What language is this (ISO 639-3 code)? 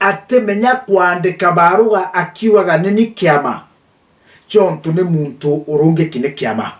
mer